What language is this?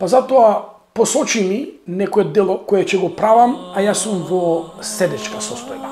Macedonian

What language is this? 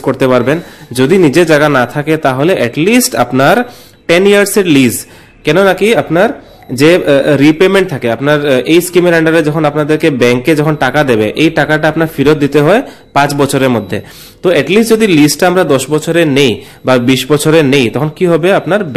Bangla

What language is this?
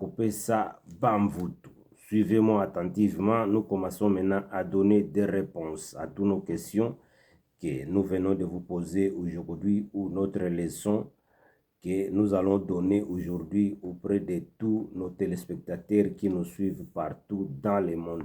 Kituba (Democratic Republic of Congo)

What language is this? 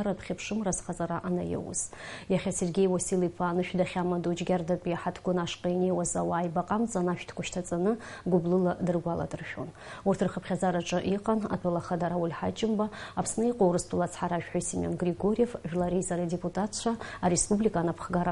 Abkhazian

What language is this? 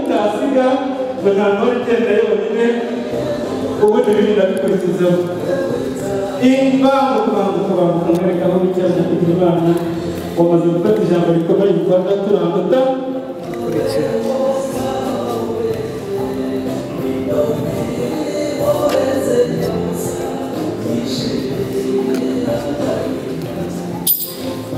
Kinyarwanda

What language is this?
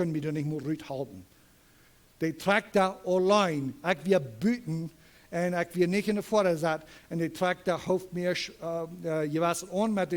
Plautdietsch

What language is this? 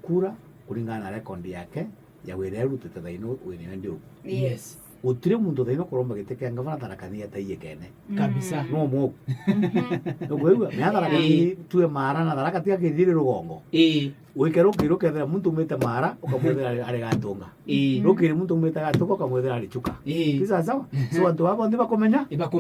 Meru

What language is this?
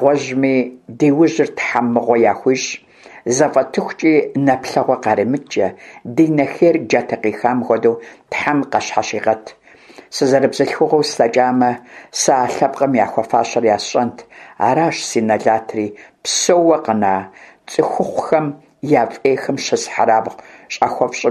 Kabardian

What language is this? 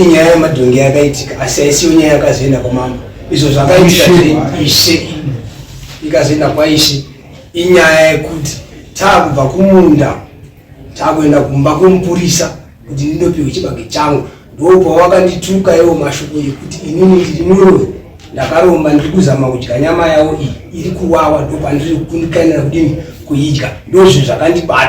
Shona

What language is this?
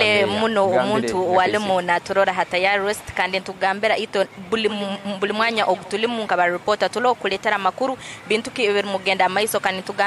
Nyankole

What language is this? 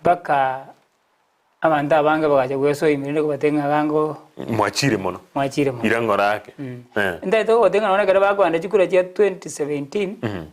Gusii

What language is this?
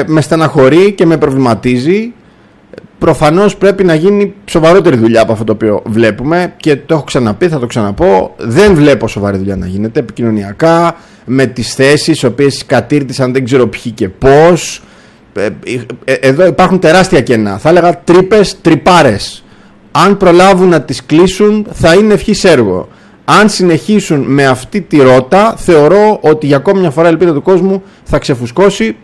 Greek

